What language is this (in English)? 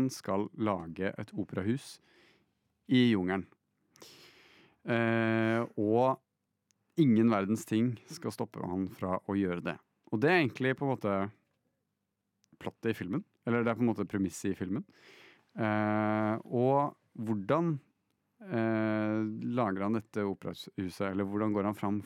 Norwegian